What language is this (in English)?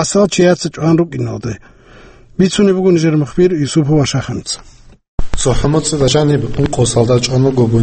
Avaric